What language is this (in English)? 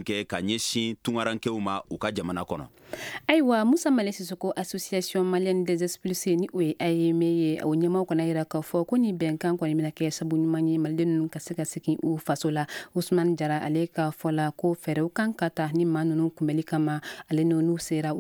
Bambara